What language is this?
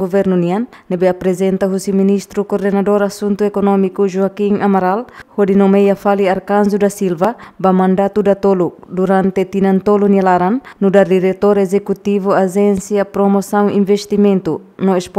Tetum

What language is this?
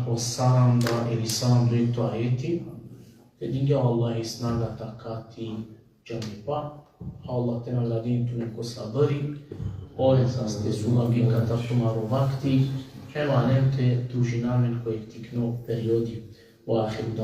Balkan Romani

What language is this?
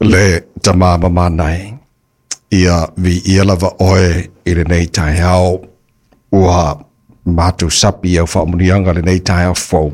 Samoan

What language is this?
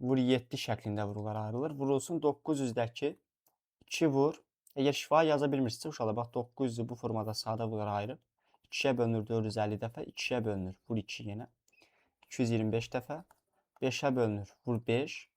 Azerbaijani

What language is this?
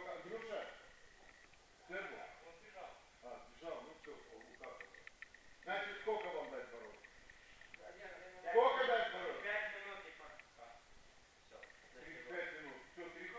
Russian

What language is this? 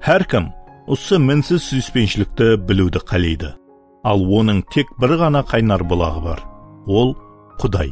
Kara-Kalpak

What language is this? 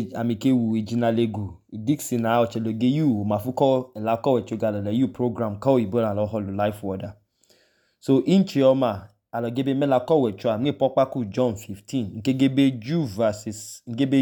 Idoma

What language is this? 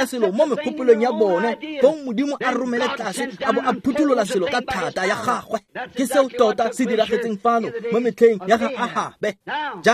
Tswana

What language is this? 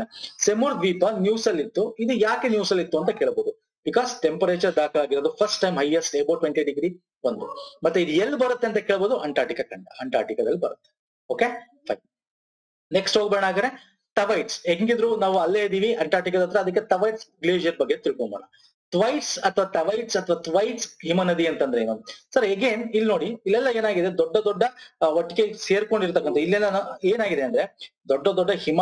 Kannada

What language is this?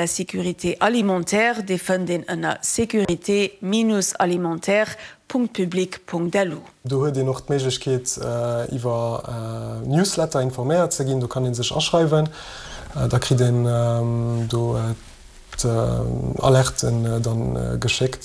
Luxembourgish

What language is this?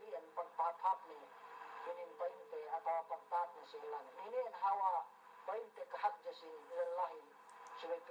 Yakan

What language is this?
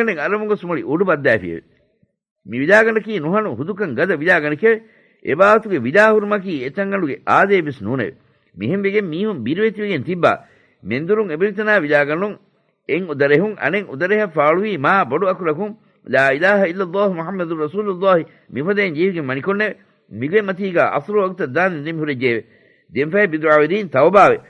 Divehi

